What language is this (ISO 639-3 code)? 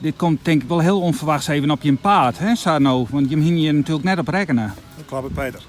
fry